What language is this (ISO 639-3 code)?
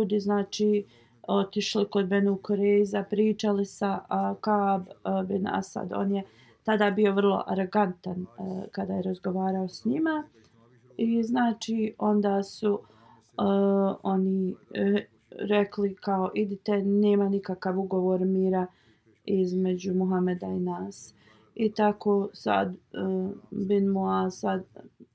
bos